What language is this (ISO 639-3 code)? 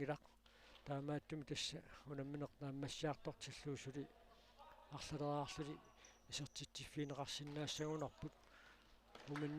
kal